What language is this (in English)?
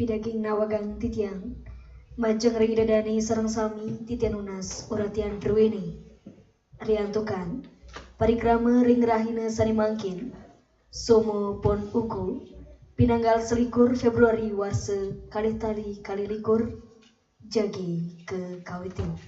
Balinese